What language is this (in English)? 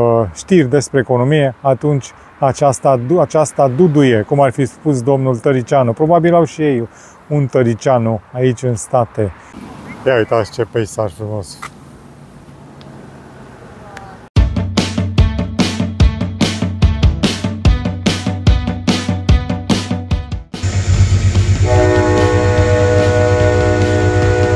Romanian